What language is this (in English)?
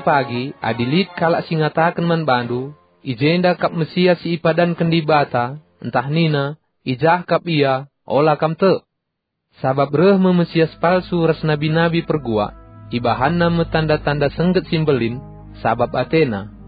Batak Karo